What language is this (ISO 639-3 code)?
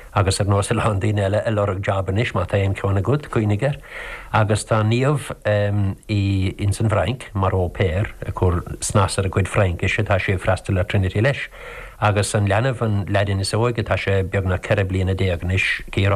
gle